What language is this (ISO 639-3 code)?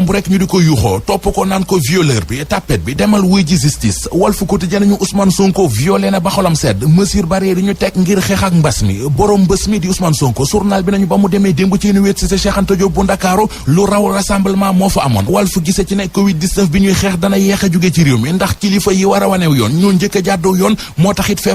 wol